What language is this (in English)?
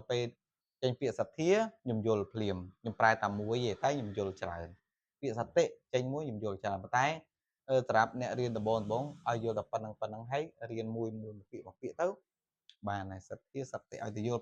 Khmer